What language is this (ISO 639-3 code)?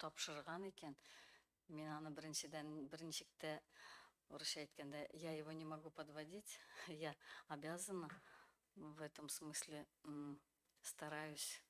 tat